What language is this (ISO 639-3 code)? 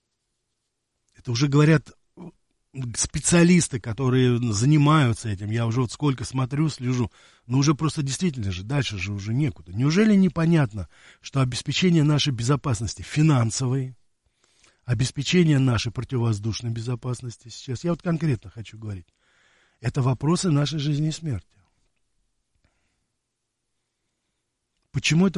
rus